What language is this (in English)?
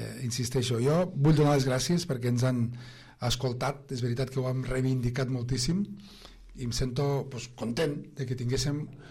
Catalan